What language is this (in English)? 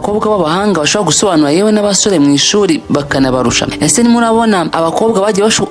Kinyarwanda